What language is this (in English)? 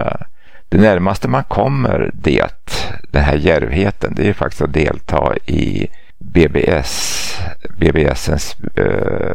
Swedish